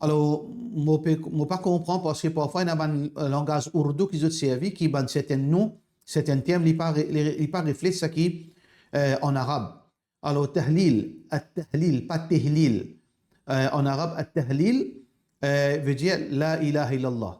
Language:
Morisyen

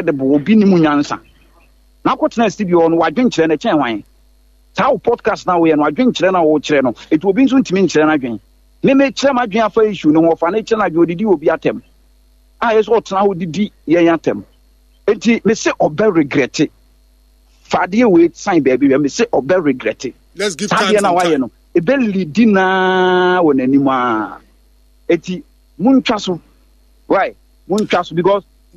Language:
Akan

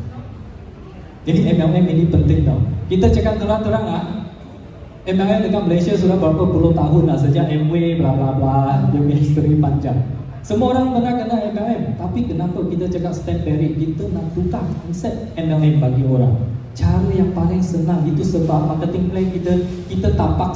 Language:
Malay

